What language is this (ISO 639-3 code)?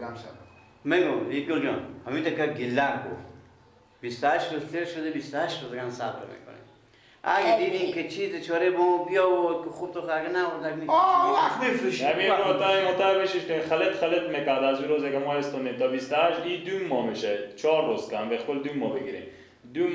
fas